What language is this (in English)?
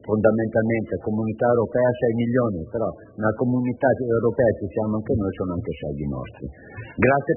Italian